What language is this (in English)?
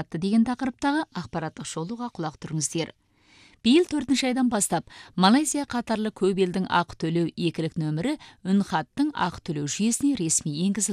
Kazakh